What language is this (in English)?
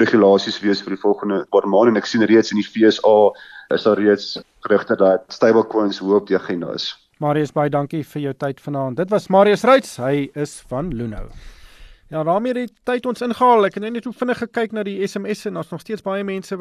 Afrikaans